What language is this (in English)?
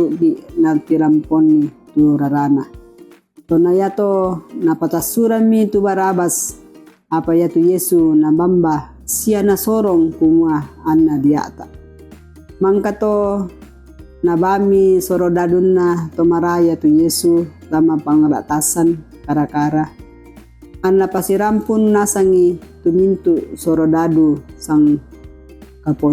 Toraja-Sa'dan